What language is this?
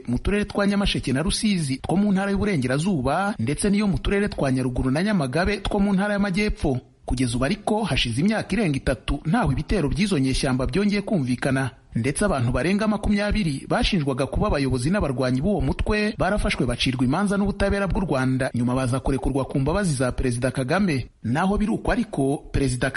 Kinyarwanda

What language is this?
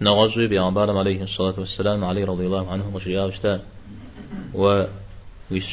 Kabardian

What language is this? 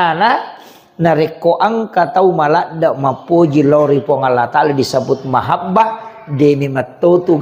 Buginese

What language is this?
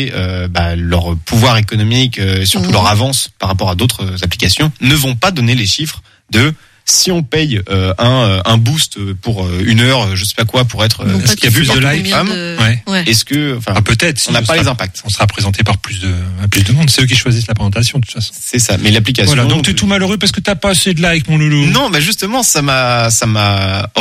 French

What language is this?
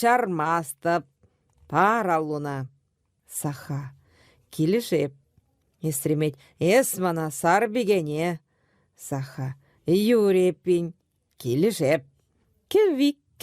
Chuvash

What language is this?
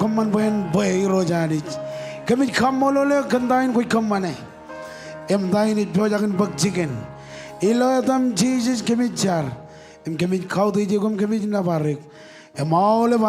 Marshallese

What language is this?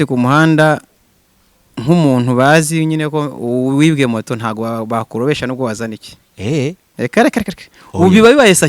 Kinyarwanda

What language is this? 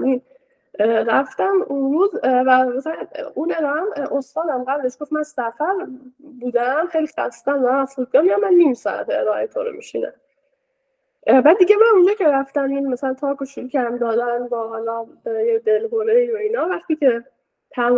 Persian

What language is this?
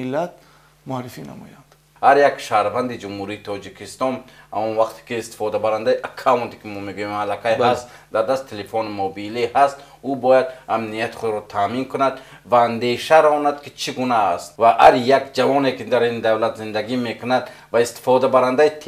Tajik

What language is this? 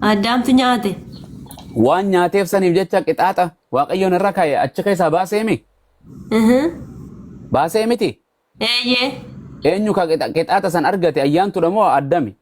Oromo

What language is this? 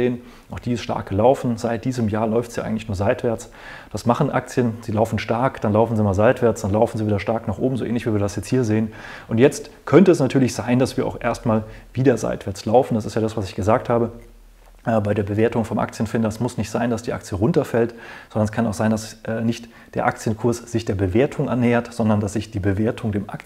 German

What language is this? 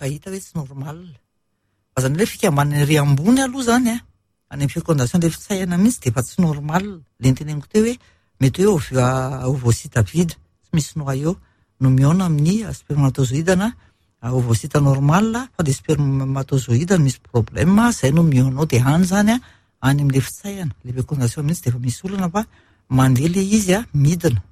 Malagasy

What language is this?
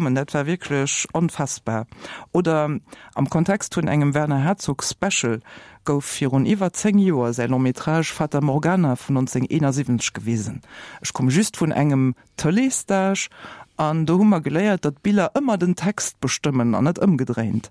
Luxembourgish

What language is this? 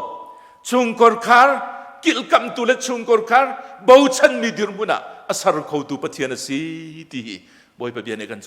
Hakha Chin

